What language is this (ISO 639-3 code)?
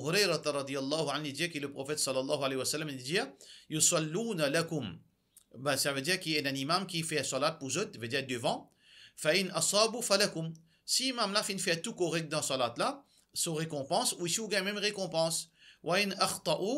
mfe